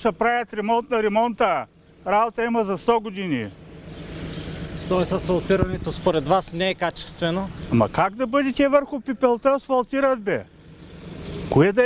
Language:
Bulgarian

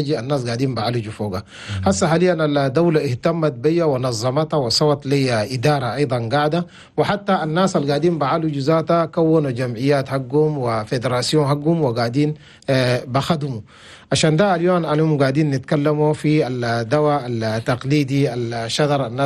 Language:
Chadian Arabic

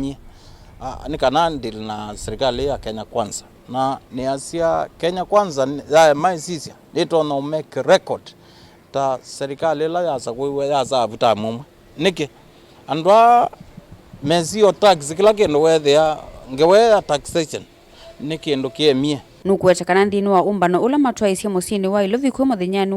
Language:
Kamba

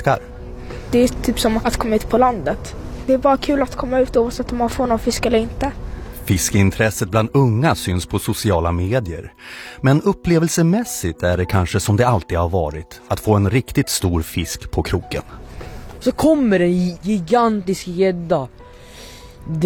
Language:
Swedish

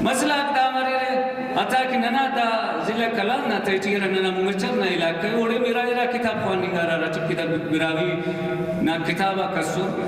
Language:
Brahui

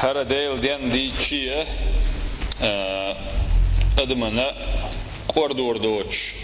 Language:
Chechen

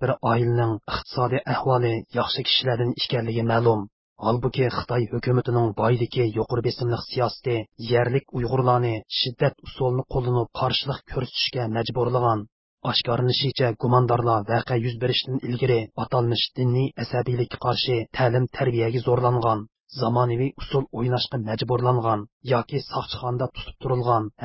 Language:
Uyghur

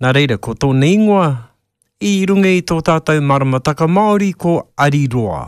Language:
Māori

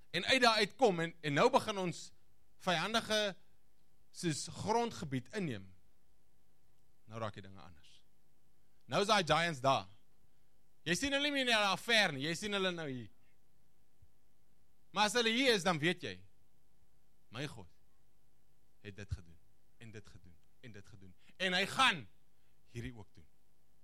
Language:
Afrikaans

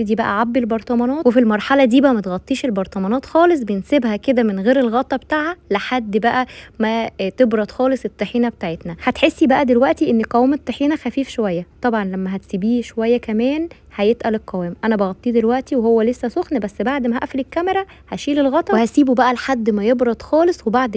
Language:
Egyptian Arabic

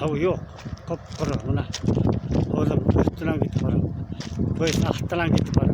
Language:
Bashkir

